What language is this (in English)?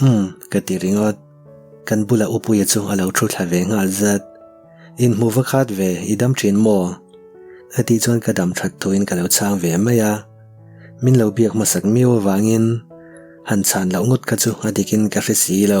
Mizo